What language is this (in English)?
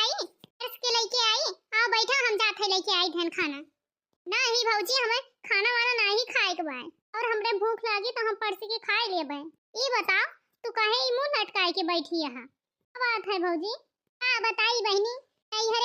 Awadhi